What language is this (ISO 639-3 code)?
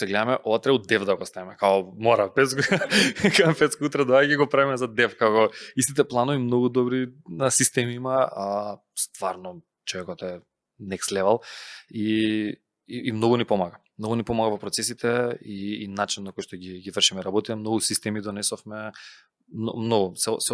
mkd